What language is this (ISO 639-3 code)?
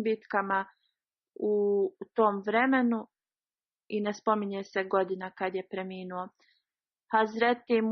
bos